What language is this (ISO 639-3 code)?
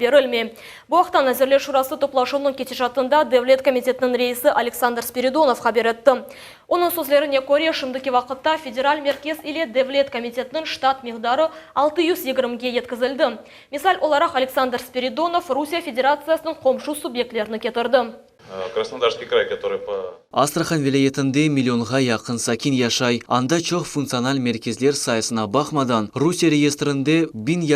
crh